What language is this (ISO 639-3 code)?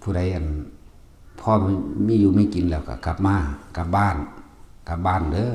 tts